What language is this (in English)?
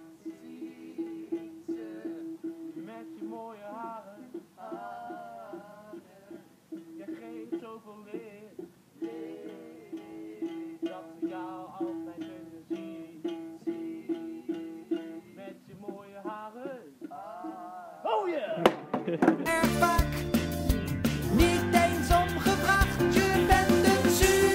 Dutch